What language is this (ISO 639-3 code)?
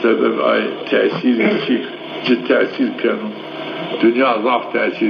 zza